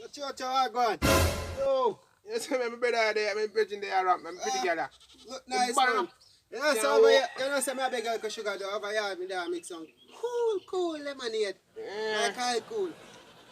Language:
Jamaican Creole English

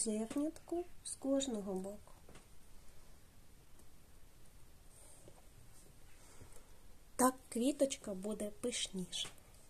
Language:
Ukrainian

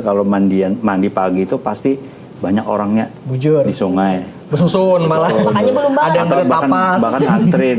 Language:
Banjar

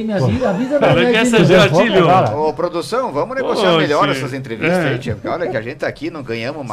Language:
Portuguese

